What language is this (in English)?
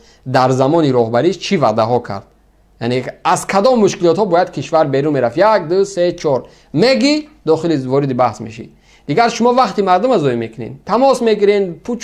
Tajik